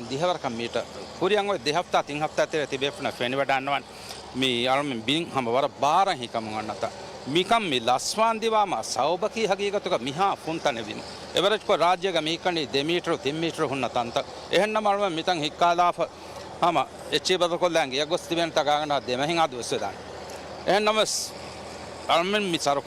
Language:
Divehi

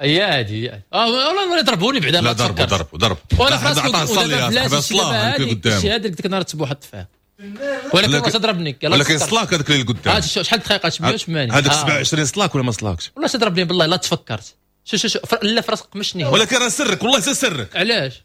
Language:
Moroccan Arabic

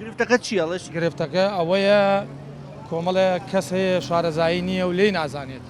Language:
Central Kurdish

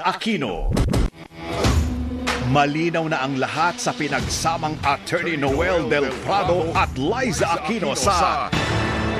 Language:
Filipino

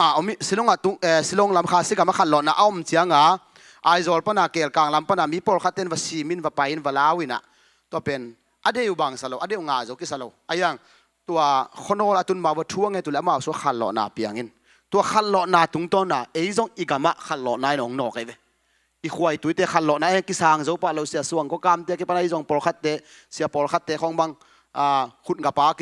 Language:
Tedim Chin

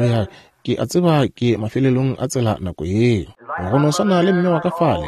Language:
Northern Sotho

